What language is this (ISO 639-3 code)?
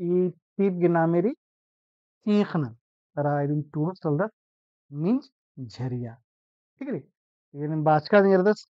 kru